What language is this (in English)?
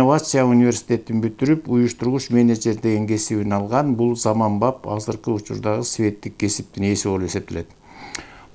Kyrgyz